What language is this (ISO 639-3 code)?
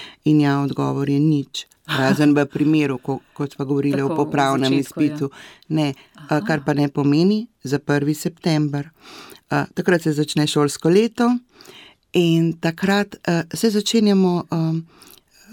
slv